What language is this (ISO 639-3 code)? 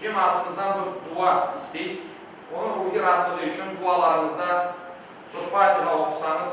crh